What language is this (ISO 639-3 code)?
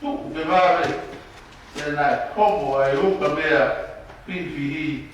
ton